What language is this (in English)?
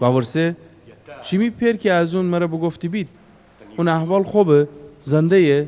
Gilaki